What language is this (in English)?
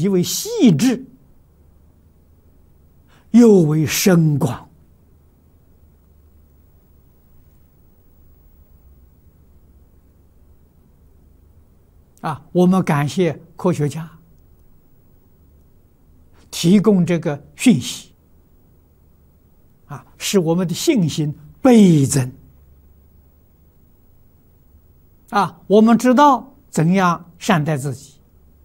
Chinese